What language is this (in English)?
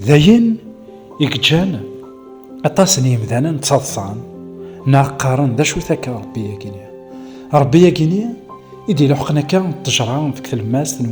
Kabyle